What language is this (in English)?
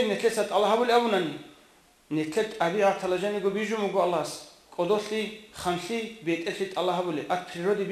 Avaric